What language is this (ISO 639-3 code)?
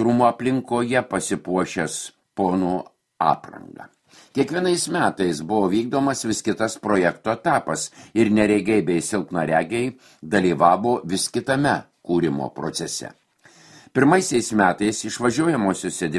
lit